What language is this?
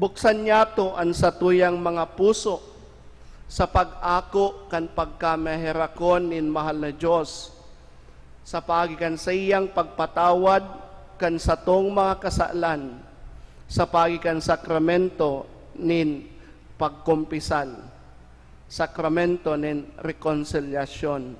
Bikol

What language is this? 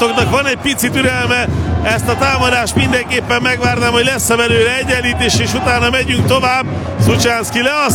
Hungarian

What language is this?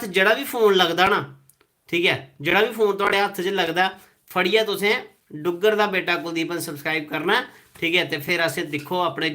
Dogri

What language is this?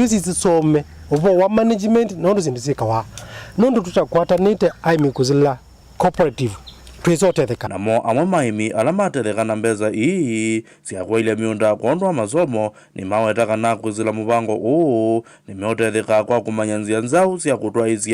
Kamba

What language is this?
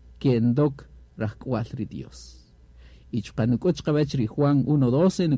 Kaqchikel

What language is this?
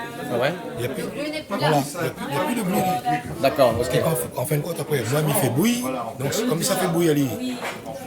Réunion Creole French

